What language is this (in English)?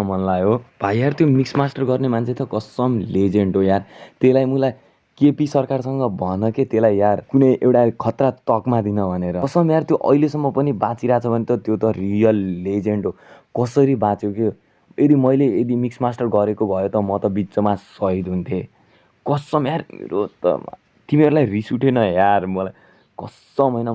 Nepali